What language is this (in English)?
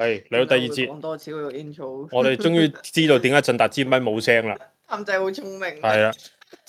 Cantonese